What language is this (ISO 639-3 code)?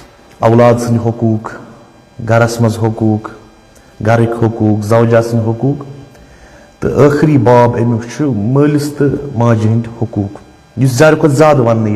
kas